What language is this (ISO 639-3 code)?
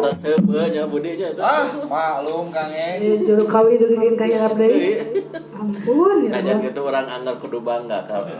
sun